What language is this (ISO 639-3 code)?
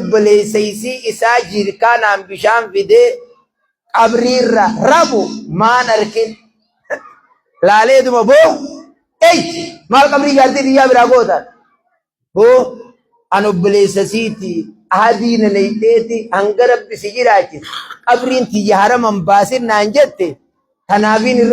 orm